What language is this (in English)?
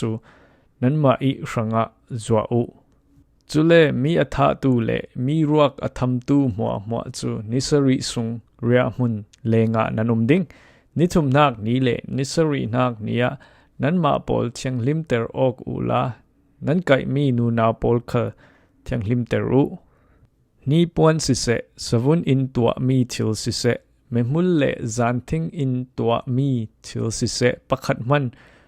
Falam Chin